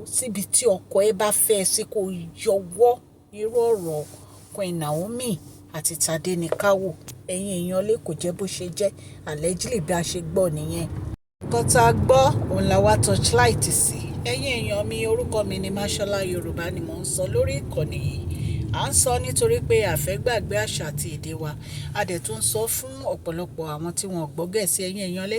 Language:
Yoruba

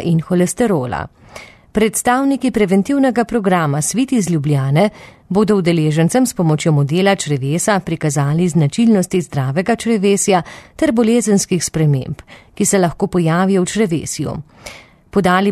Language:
Slovenian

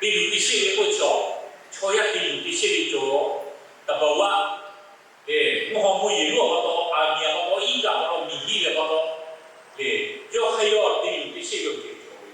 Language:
Lahu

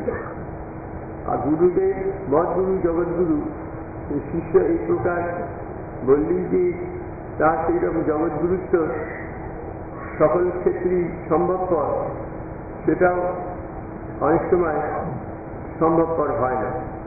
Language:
Bangla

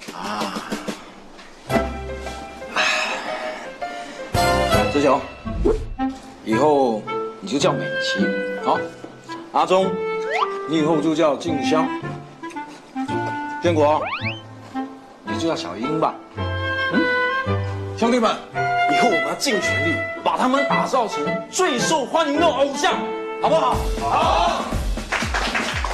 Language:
Chinese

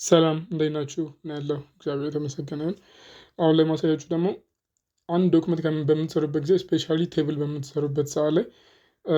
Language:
Amharic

